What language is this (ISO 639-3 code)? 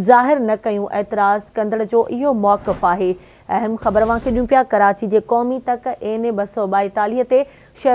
snd